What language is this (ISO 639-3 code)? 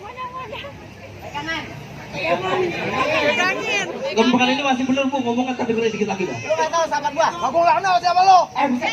bew